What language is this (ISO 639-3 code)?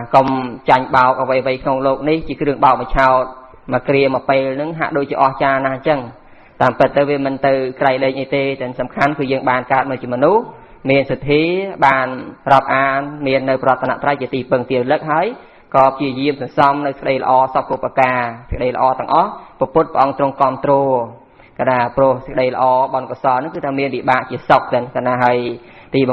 khm